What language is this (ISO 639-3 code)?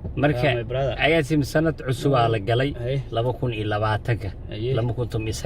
som